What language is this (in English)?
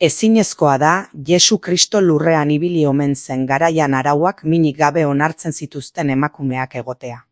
Basque